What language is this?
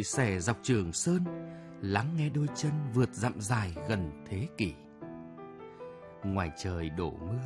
Vietnamese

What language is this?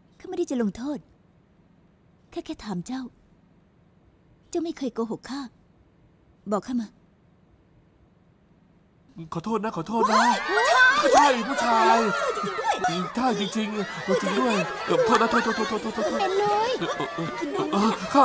Thai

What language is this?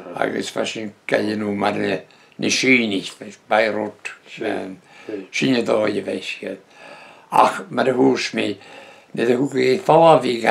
Breton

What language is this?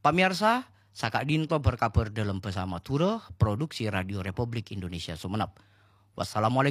Madurese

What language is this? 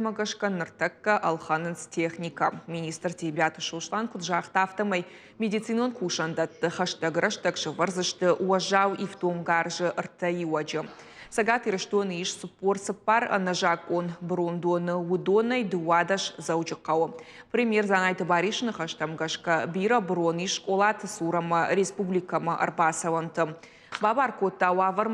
Ossetic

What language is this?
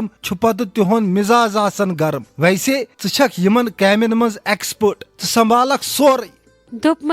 Kashmiri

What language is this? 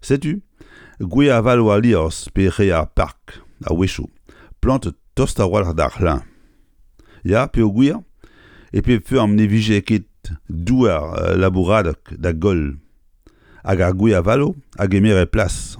Breton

